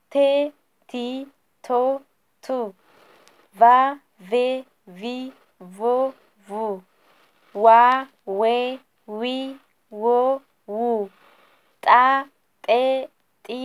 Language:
Oromo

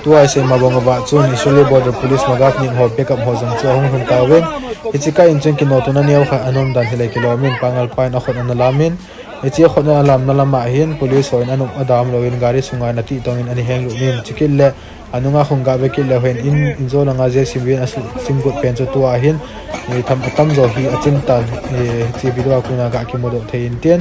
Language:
Thado Chin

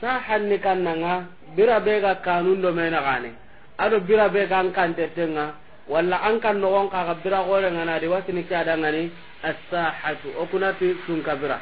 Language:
Soninke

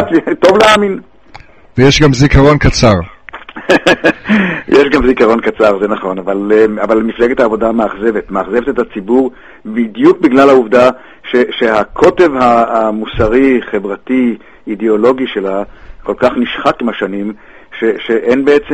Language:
Hebrew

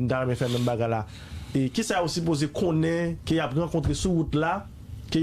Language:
Haitian Creole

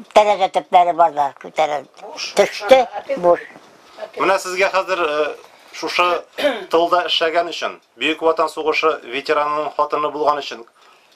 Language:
Tatar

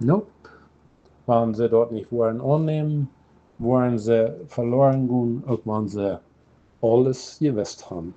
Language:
Plautdietsch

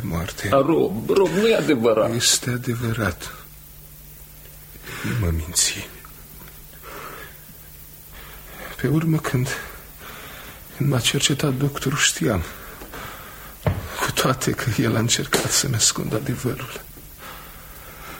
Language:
Romanian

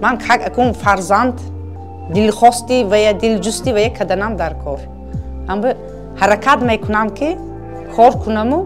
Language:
Tajik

